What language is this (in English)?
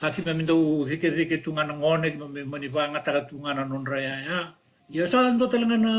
Fijian